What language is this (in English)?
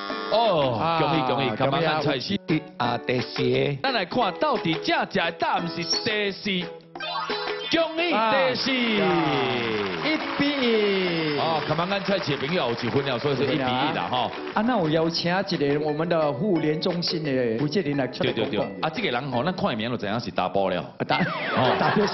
Min Nan Chinese